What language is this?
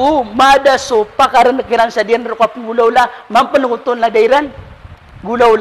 Maranao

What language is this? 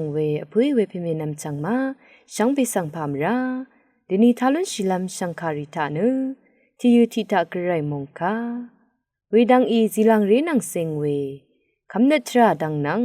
Rawang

